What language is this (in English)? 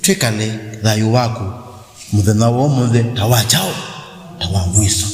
Kamba